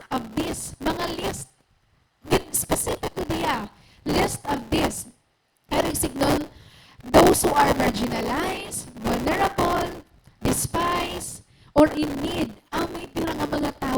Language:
Waray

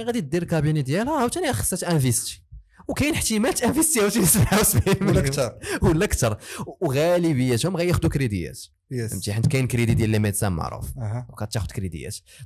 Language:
Moroccan Arabic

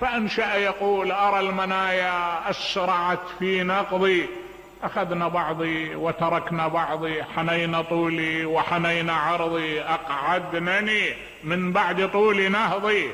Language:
Mesopotamian Arabic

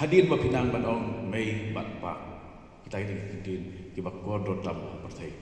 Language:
Khasi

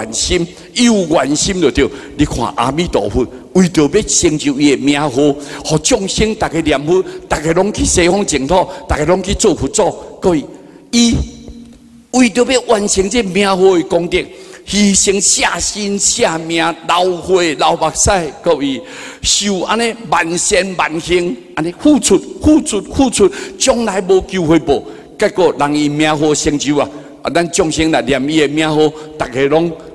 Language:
Min Nan Chinese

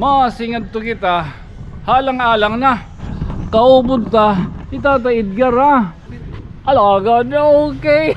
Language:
Waray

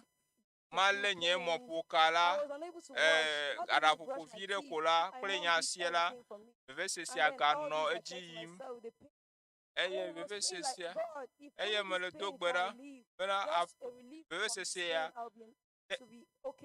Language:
Ewe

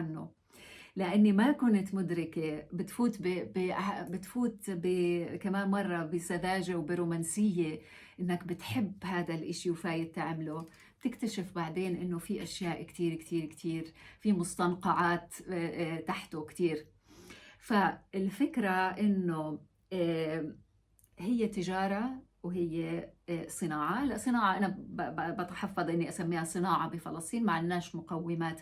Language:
North Levantine Arabic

